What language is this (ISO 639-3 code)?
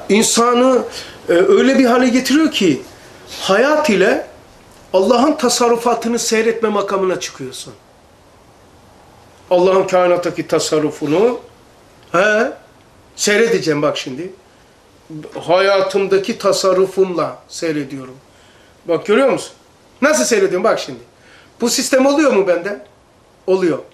tur